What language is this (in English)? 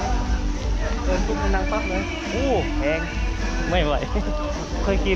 Lao